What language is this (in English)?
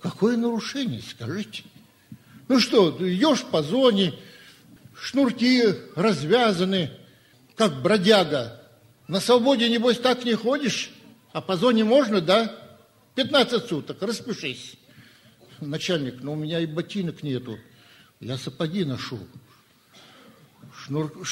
Russian